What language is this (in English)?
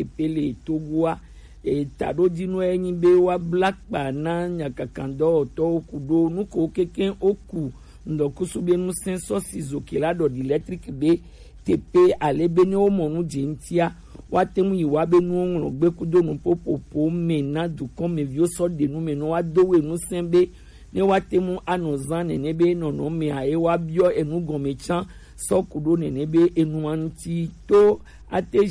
Gen